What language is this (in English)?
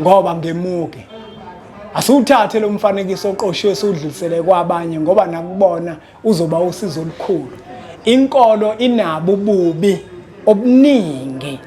Zulu